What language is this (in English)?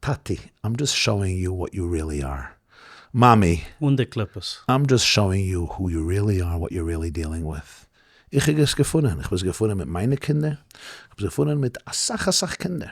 Yiddish